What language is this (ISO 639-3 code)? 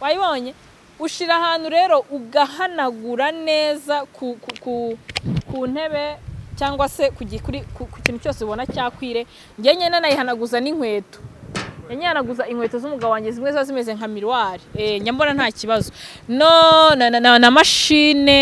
kin